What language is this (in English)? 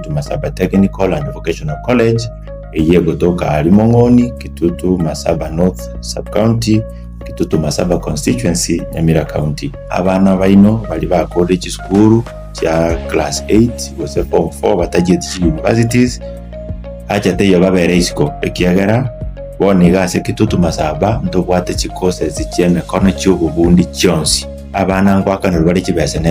Gusii